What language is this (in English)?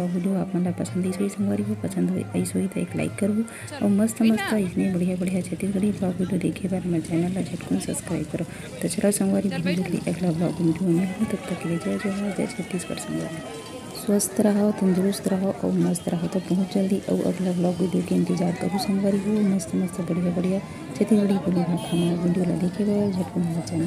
Chhattisgarhi